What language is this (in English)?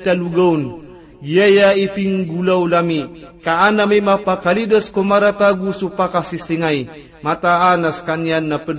Maranao